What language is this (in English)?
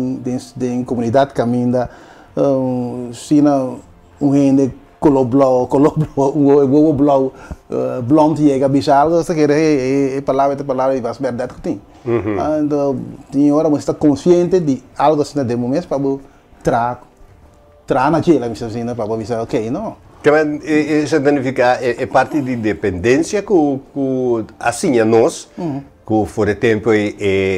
Papiamento